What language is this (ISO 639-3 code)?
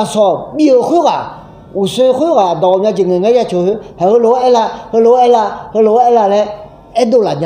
ahk